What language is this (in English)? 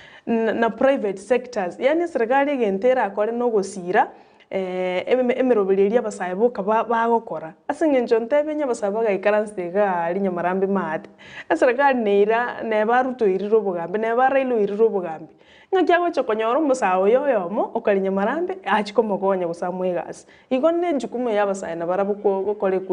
Gusii